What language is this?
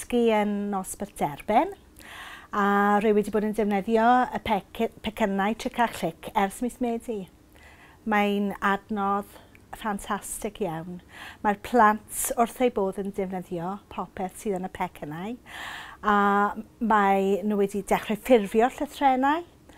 Welsh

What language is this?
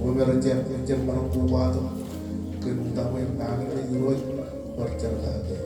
Marshallese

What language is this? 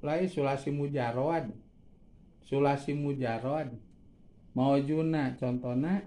Sundanese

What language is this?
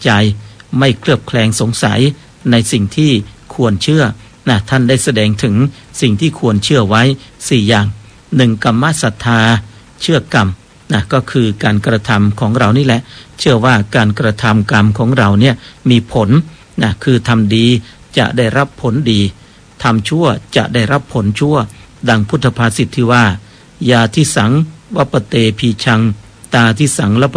Thai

